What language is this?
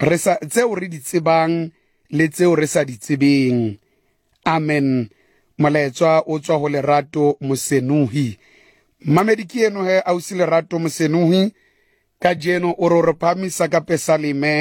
Southern Sotho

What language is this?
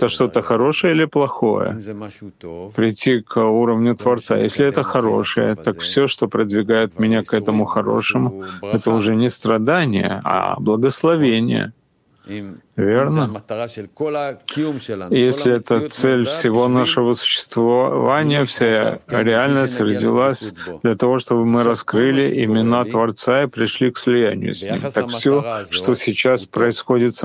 Russian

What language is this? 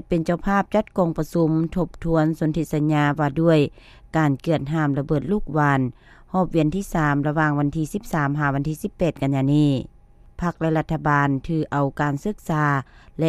Lao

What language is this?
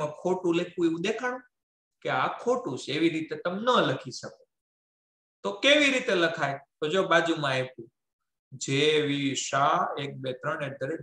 Gujarati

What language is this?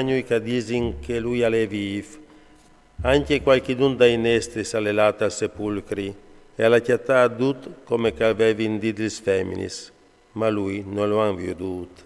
Friulian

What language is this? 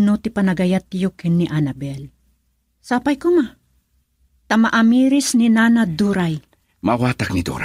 Iloko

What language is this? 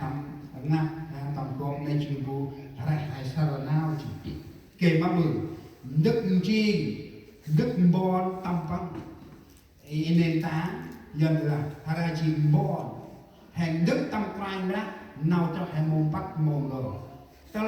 Central Mnong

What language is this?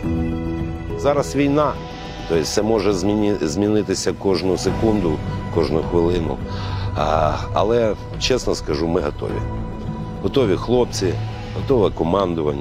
Ukrainian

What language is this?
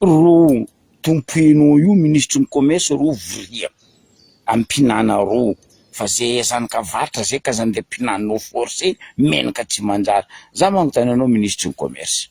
Malagasy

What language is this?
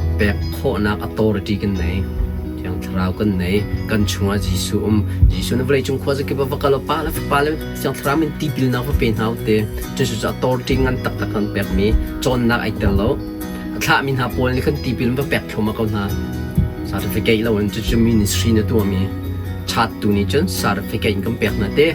Hakha Chin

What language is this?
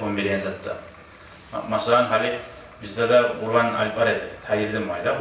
Kumyk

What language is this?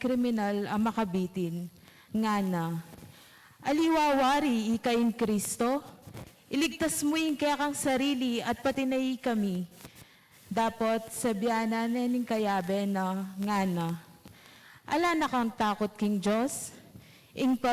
Pampanga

